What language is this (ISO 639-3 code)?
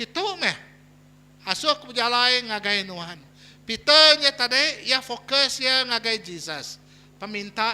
iba